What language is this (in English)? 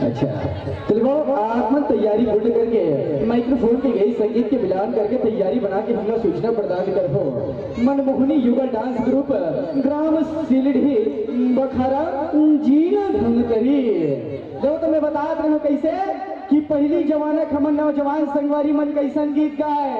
Chhattisgarhi